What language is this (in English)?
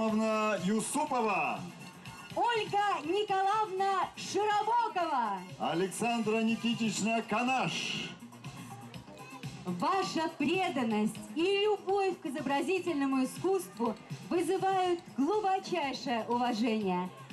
Russian